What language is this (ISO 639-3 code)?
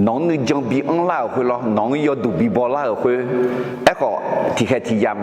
ahk